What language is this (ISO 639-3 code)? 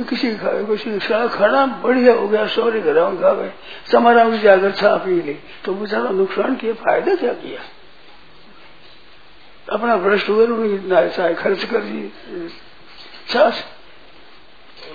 hin